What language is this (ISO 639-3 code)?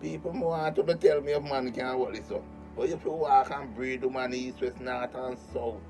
jam